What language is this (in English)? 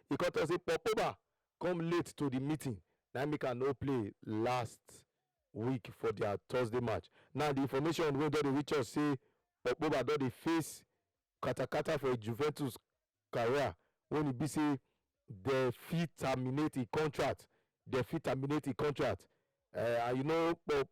Nigerian Pidgin